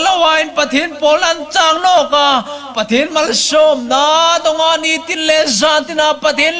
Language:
Hmar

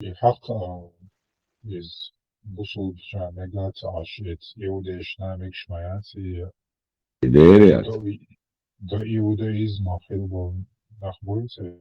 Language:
Chechen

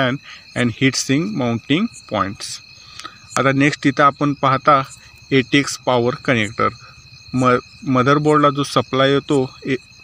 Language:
Marathi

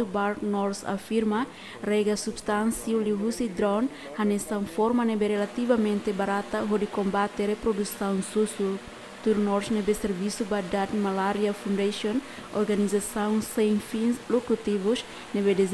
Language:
Tetum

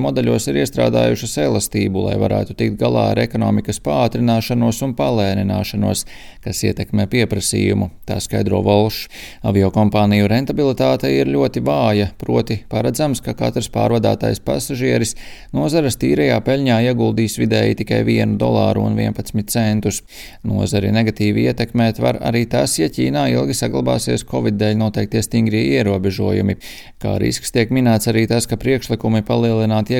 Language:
Latvian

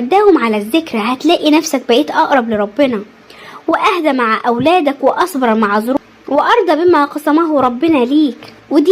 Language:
Egyptian Arabic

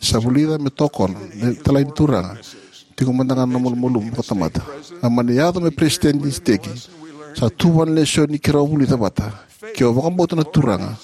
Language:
Fijian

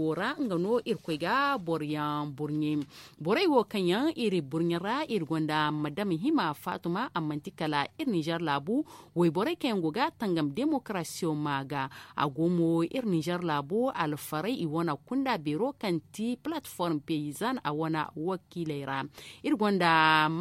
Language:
Zarma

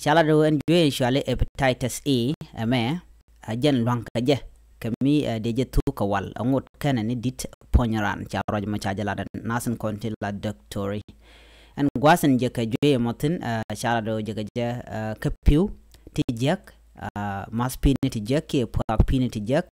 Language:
Nuer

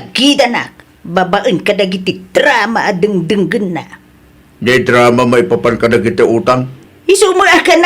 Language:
Iloko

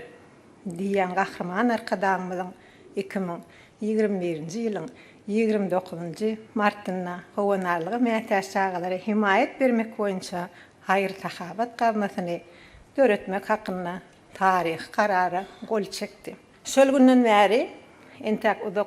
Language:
Turkmen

